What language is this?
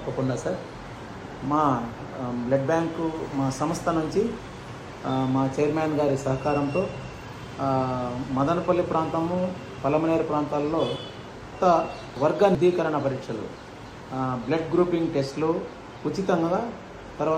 Telugu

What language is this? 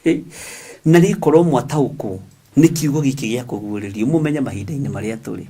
Kikuyu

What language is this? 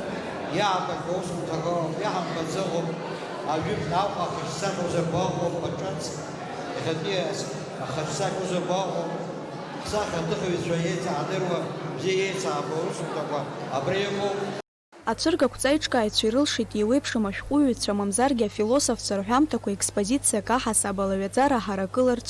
Abkhazian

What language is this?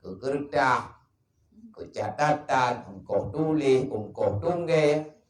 Achinese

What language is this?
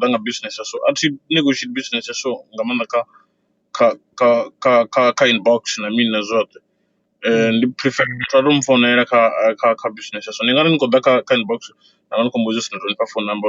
Venda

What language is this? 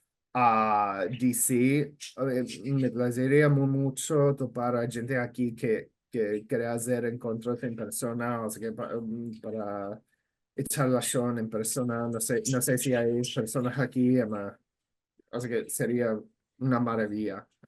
Ladino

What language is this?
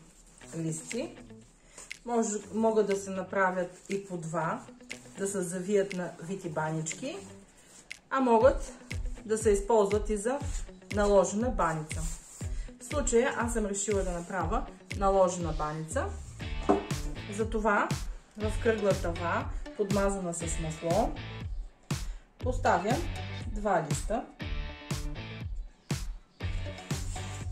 Bulgarian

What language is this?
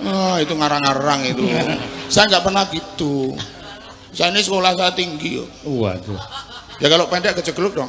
Javanese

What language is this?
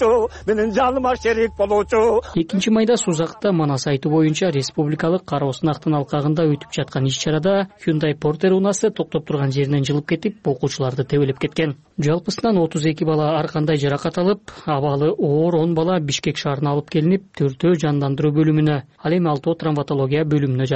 Kyrgyz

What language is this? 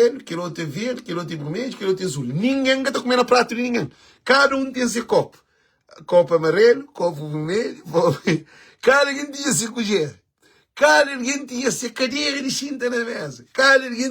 Kabuverdianu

